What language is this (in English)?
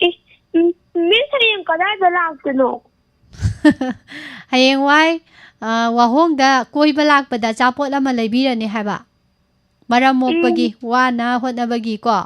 Manipuri